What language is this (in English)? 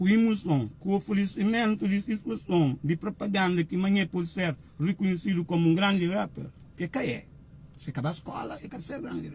Kabuverdianu